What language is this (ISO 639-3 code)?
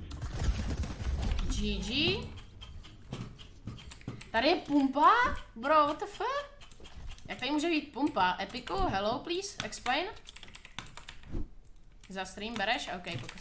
ces